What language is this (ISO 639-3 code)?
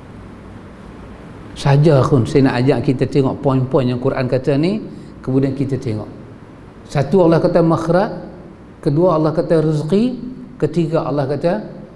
msa